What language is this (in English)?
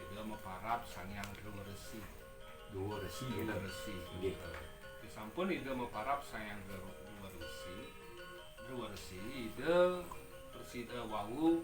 Balinese